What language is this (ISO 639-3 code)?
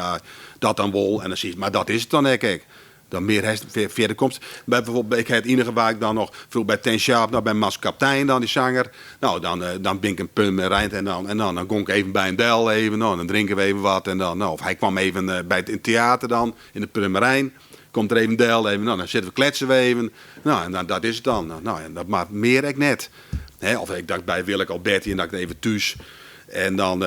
fry